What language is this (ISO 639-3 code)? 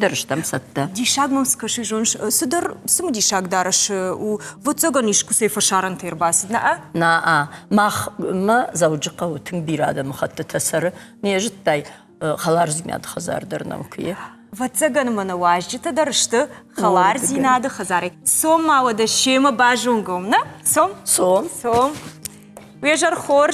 oss